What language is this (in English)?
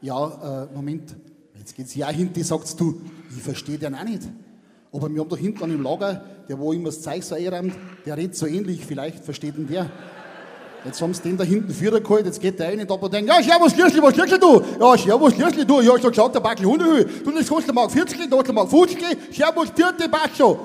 Bavarian